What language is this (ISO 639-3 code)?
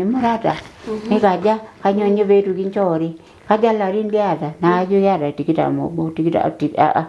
mas